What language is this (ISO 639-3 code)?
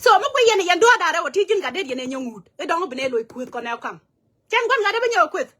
nus